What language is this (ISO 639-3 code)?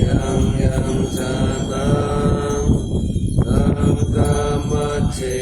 pli